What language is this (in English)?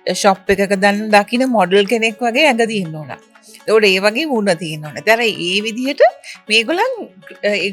Sinhala